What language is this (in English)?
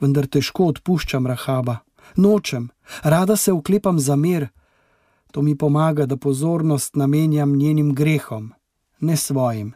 Slovenian